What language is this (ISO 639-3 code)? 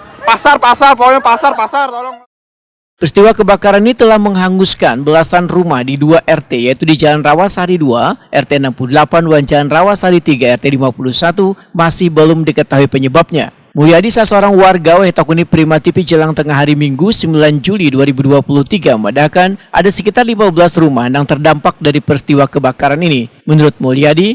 bjn